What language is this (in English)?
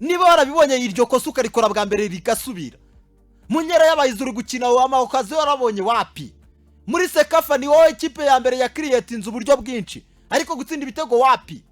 Kinyarwanda